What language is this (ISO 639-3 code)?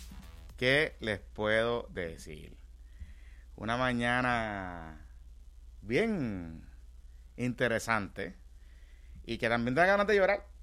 spa